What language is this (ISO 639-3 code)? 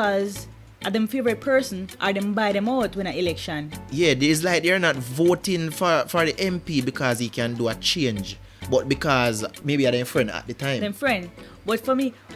jam